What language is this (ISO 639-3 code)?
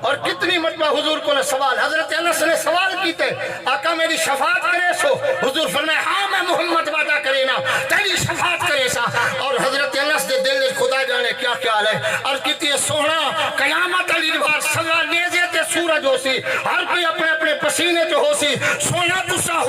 skr